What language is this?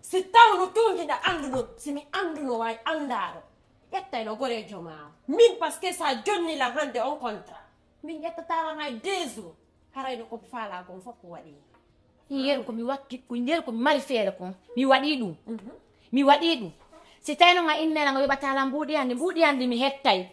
Fula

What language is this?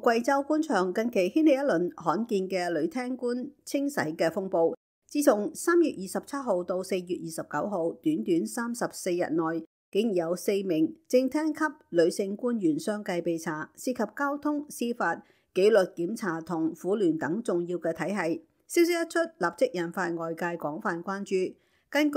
Cantonese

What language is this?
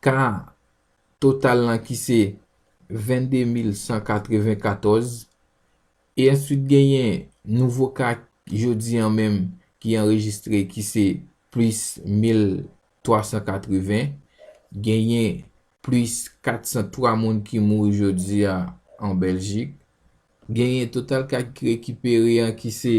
Haitian Creole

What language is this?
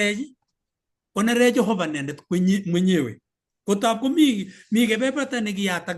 Kalenjin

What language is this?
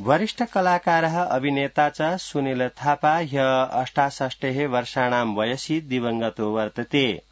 Sanskrit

